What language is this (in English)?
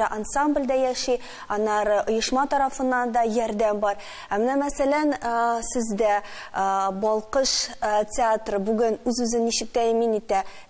Tatar